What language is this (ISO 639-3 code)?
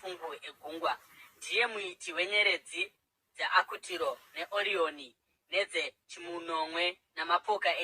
sna